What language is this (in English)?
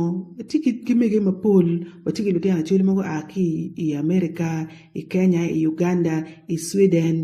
Acoli